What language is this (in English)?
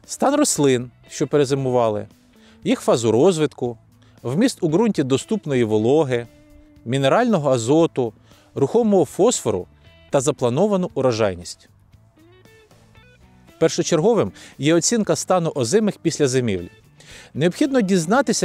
Ukrainian